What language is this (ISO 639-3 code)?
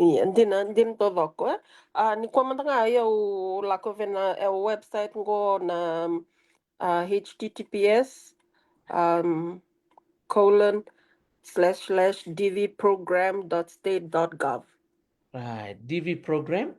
fij